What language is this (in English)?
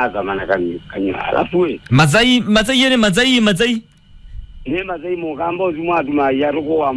Kamba